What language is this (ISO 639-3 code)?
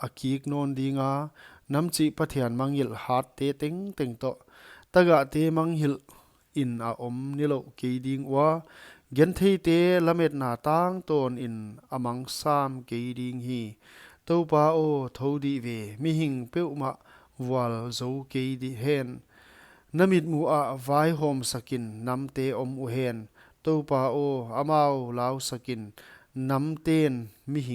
pck